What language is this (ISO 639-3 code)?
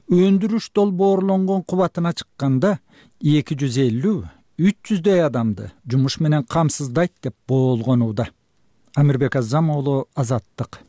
kir